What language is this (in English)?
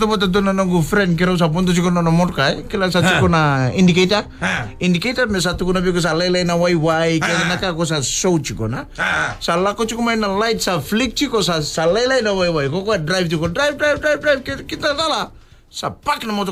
Fijian